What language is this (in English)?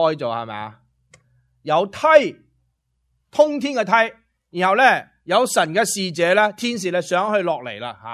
Cantonese